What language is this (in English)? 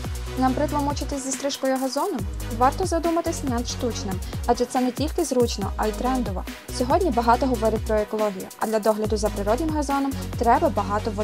Ukrainian